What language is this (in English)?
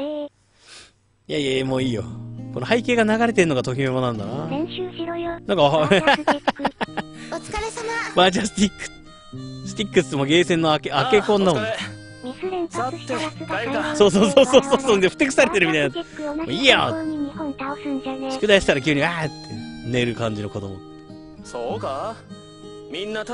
Japanese